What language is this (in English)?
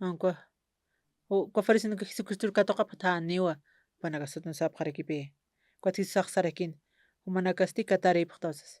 Aymara